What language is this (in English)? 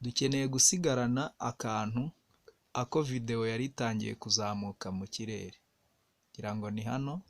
Kinyarwanda